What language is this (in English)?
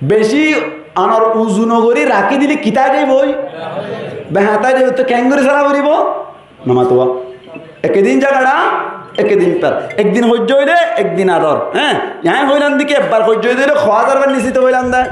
Rohingya